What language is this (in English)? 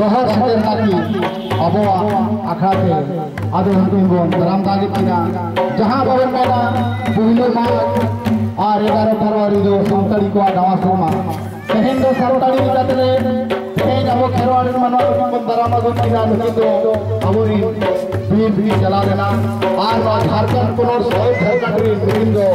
Santali